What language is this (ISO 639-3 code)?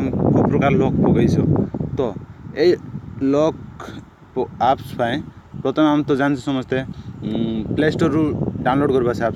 ori